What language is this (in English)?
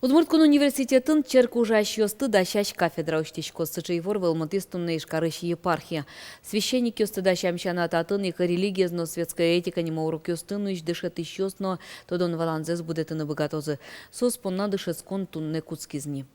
Udmurt